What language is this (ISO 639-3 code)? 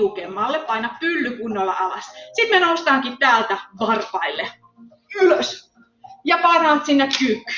fin